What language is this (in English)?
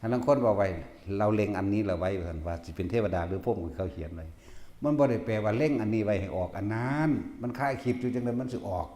Northeastern Thai